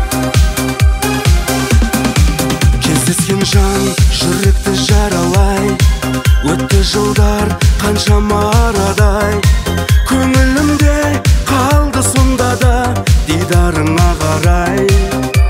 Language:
Kazakh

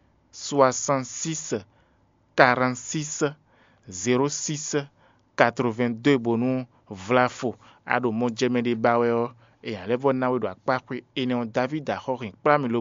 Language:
Fon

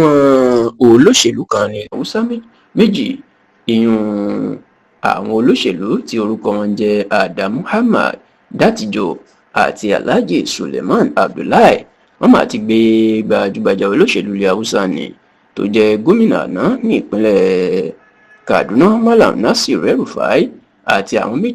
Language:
Yoruba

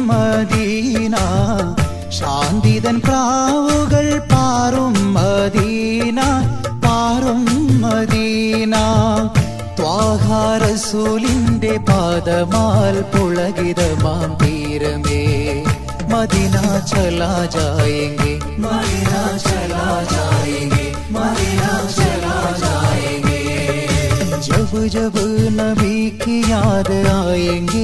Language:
Malayalam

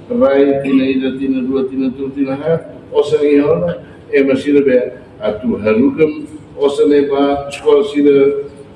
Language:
Tetum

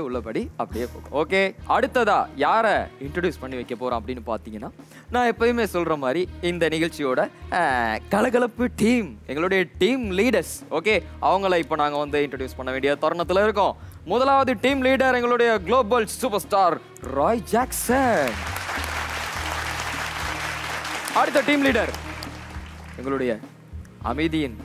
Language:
Tamil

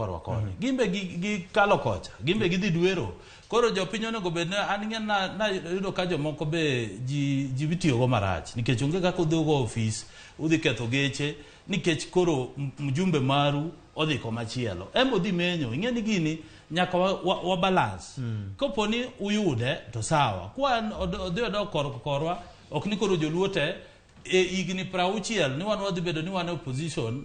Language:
Luo (Kenya and Tanzania)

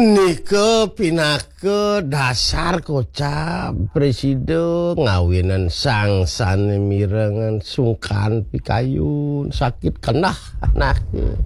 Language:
Balinese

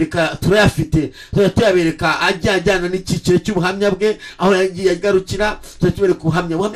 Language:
Kinyarwanda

